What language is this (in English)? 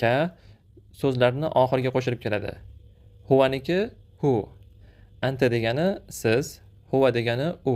Uzbek